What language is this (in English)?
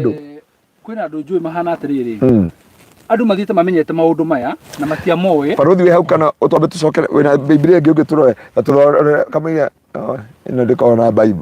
Kikuyu